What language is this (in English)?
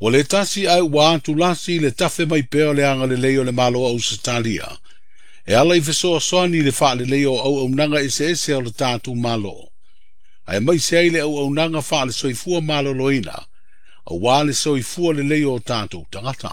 Samoan